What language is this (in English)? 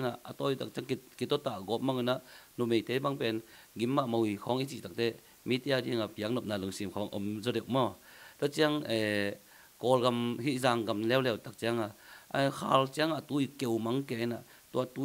Tedim Chin